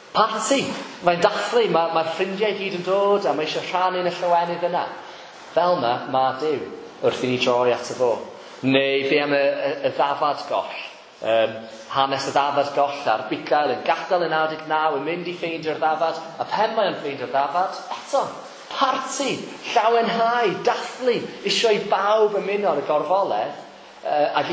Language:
Welsh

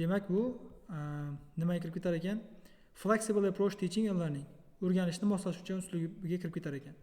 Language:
Uzbek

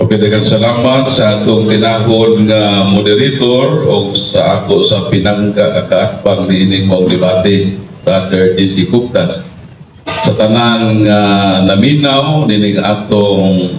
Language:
Cebuano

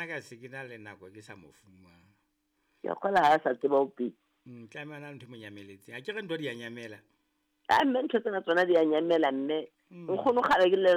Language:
Southern Sotho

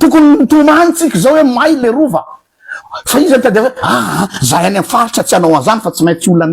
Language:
Malagasy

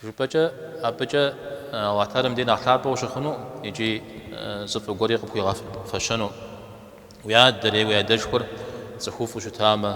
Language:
Kabardian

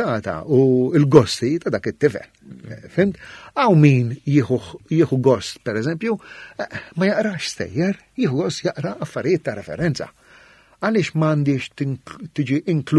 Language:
Maltese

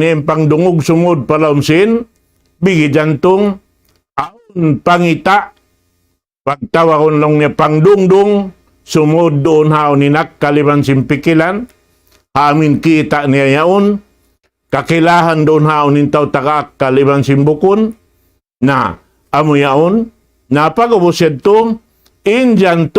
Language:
Tausug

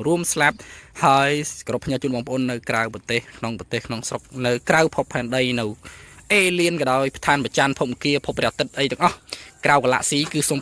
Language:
Khmer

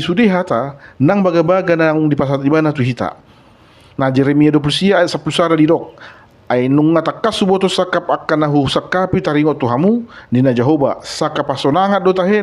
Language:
Batak Toba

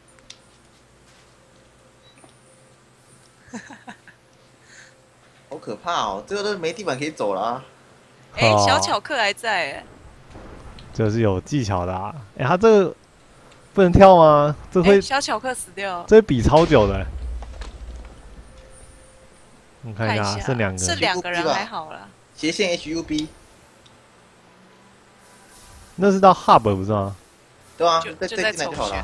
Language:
Chinese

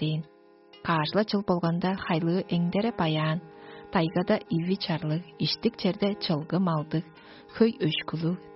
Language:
Tuvinian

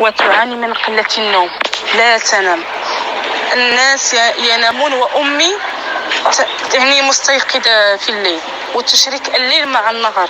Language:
North Levantine Arabic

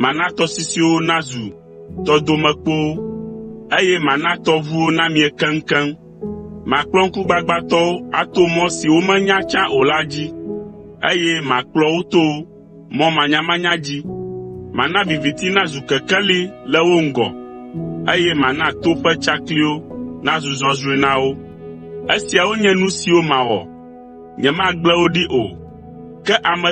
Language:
Ewe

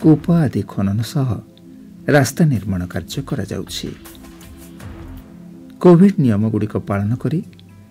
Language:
Odia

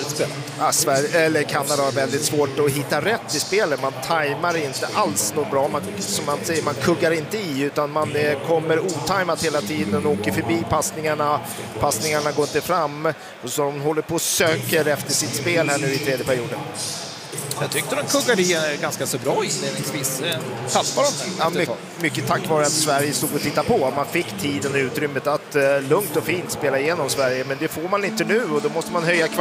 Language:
Swedish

